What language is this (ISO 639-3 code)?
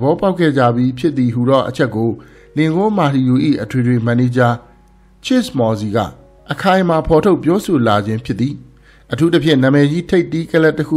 mya